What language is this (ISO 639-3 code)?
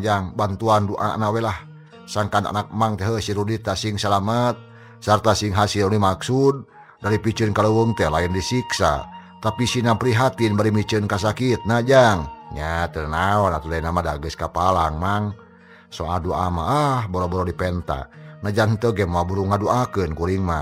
sun